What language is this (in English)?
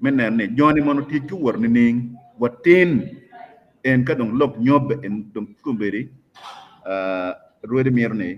Acoli